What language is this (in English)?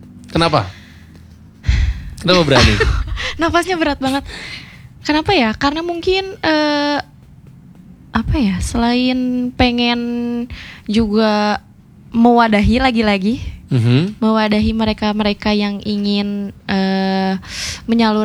Indonesian